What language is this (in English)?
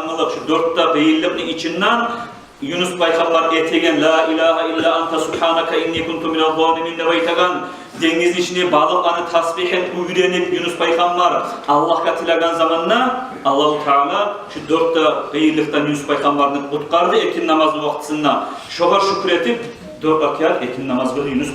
Kumyk